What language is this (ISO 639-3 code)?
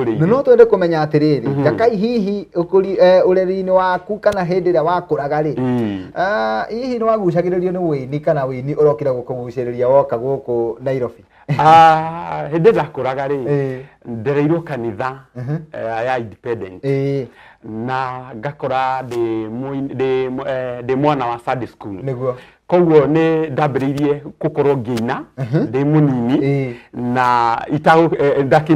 kik